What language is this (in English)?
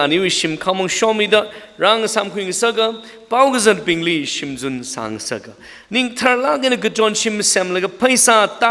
Tangkhul Naga (India)